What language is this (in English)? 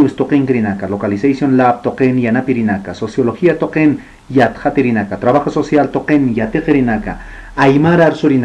Aymara